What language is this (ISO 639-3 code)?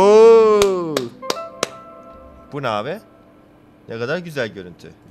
tur